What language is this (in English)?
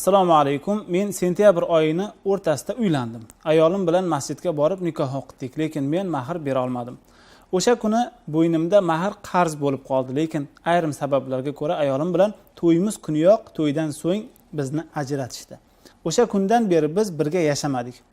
Uzbek